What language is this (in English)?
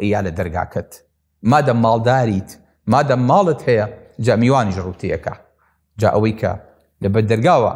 Central Kurdish